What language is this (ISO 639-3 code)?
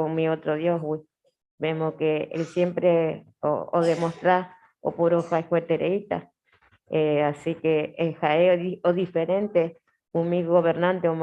grn